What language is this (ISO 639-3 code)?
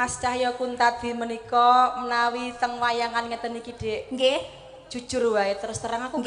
jav